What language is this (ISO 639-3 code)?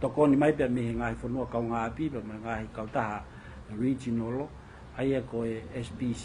ton